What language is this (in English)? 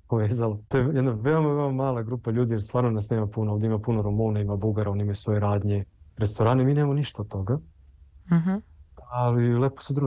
Serbian